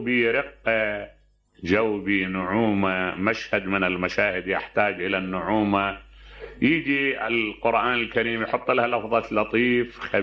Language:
Mesopotamian Arabic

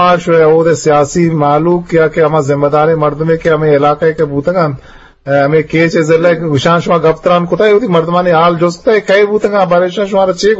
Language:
Eastern Balochi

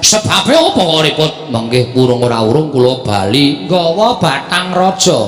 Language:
Javanese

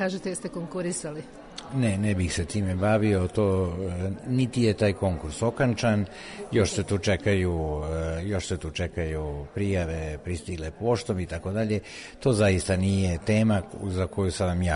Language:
Serbian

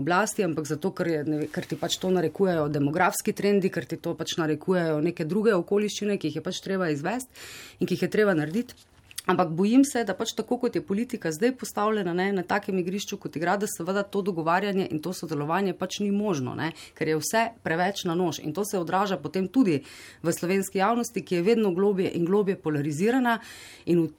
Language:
Slovenian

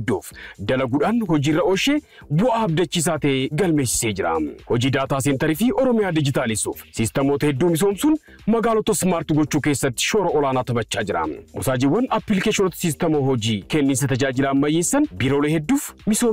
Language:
Oromo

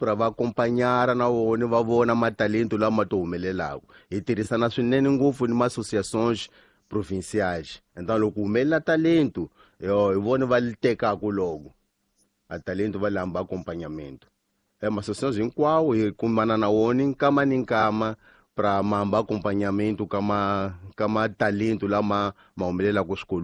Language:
Tsonga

